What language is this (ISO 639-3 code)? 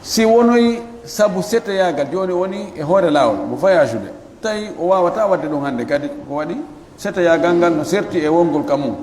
ful